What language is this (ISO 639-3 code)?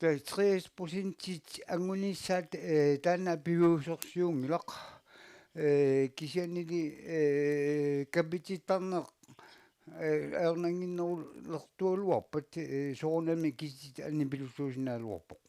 kal